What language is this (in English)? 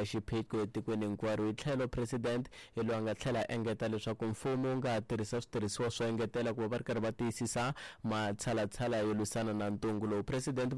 Tsonga